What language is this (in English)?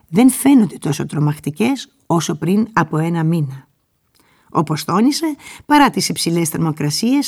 Greek